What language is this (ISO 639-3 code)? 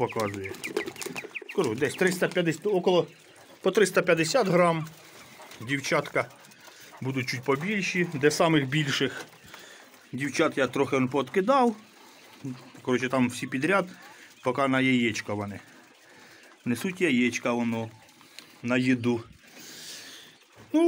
ukr